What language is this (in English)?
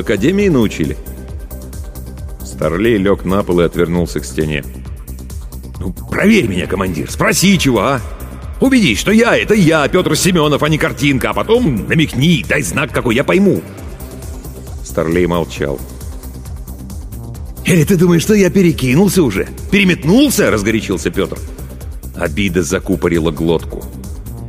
Russian